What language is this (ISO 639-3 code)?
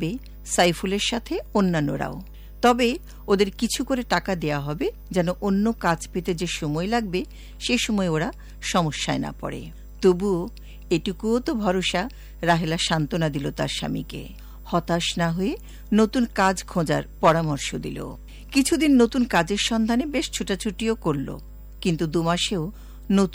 ben